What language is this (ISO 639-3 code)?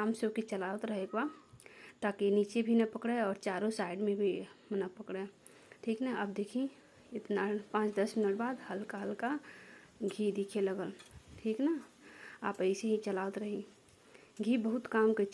bho